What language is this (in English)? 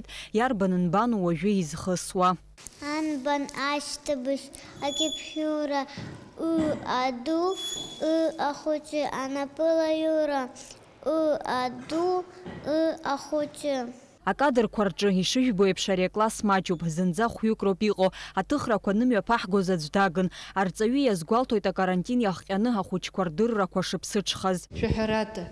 Abkhazian